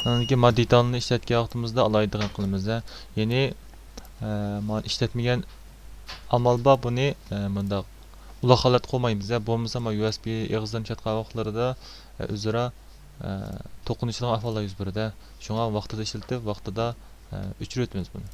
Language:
Uyghur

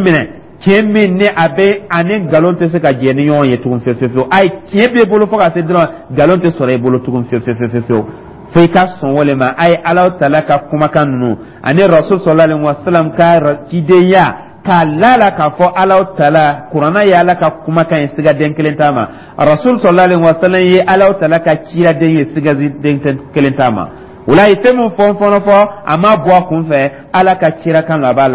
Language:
Dyula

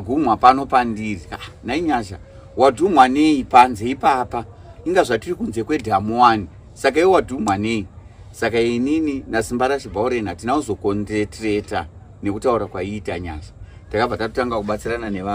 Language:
Shona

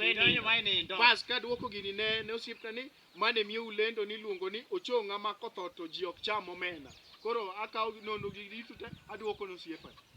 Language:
Luo (Kenya and Tanzania)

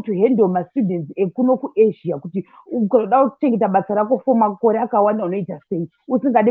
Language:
Shona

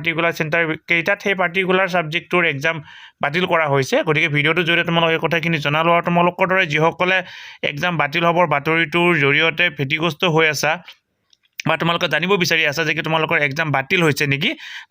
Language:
Assamese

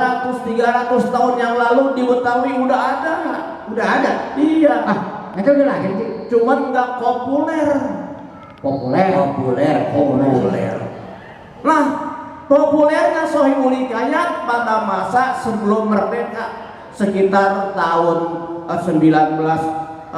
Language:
Betawi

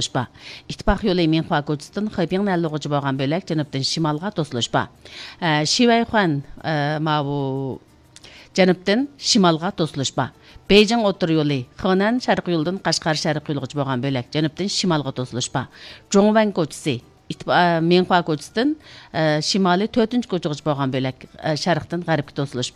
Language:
Uyghur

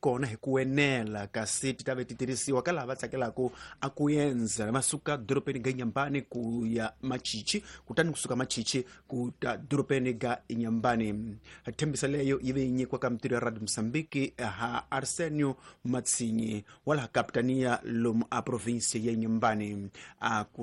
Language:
Tsonga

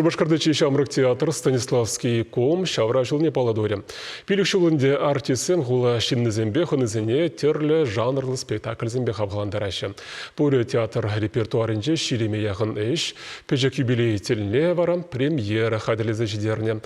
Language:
Chuvash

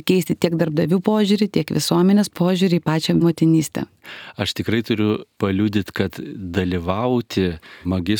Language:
Lithuanian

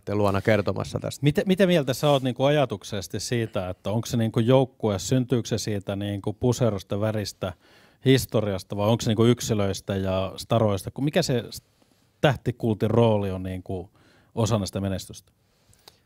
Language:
Finnish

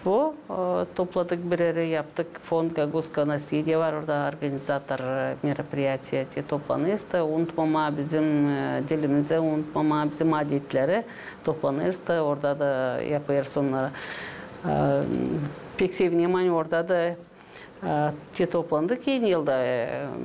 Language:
Gagauz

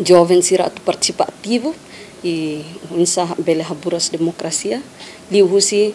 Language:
Tetum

